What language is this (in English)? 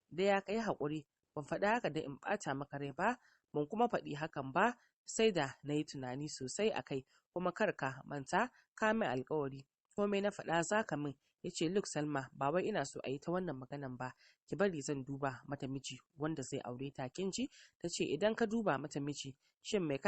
Hausa